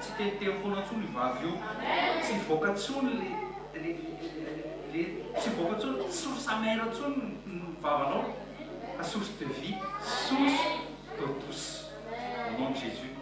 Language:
Malagasy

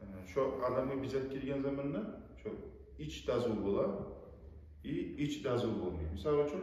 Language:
Kumyk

